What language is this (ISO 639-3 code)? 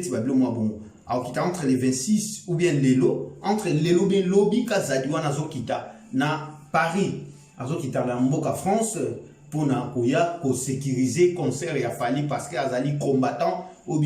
lin